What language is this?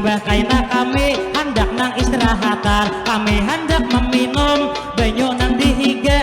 Banjar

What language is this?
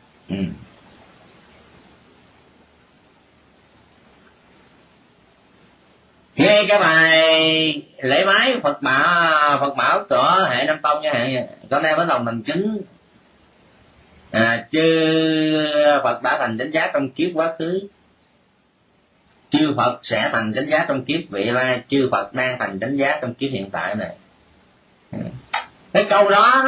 Vietnamese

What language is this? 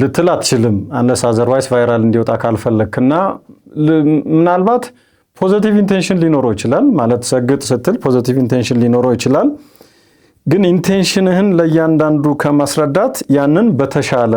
Amharic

